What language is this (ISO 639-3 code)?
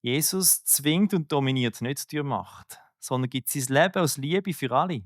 gsw